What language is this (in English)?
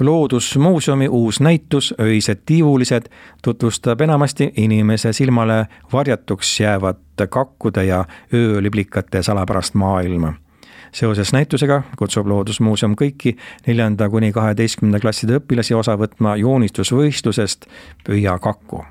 Estonian